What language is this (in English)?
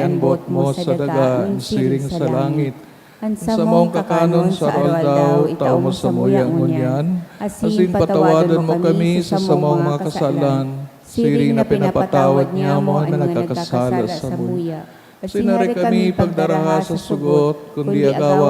Bikol